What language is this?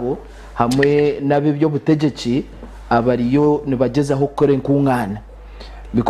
Nyankole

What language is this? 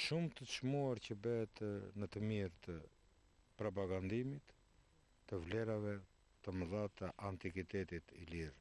Albanian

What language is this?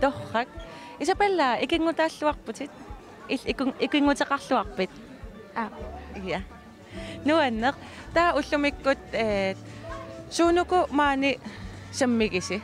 Kalaallisut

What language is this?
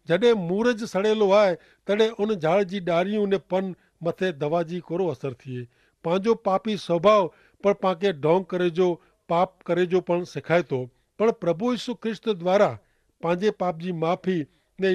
Kachhi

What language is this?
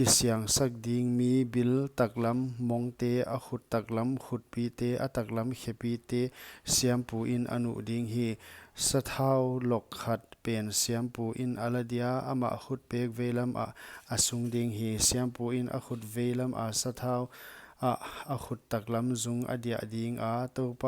Paite Chin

